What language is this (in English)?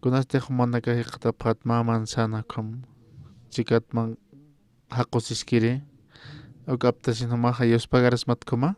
Aymara